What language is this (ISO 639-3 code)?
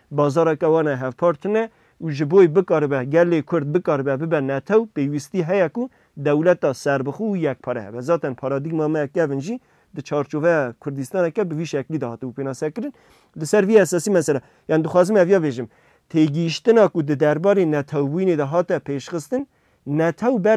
kur